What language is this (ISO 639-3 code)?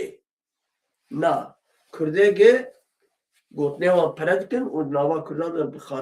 kur